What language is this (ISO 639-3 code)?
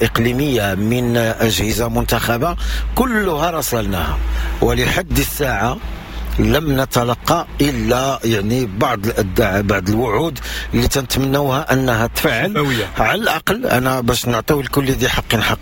ary